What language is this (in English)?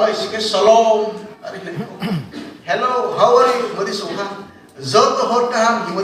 Riang (India)